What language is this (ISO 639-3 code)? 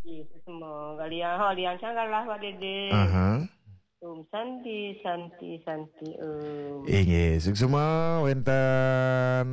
ban